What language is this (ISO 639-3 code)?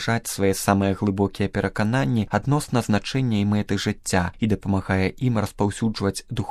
bel